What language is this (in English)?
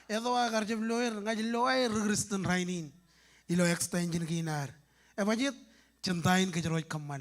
Marshallese